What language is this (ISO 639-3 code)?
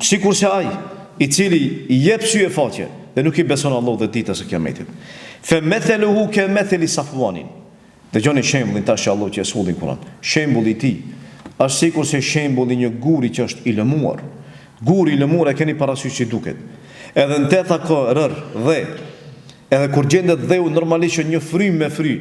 sqi